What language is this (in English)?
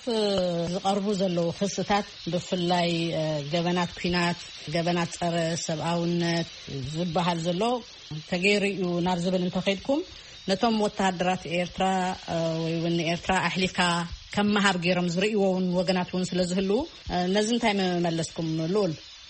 Tigrinya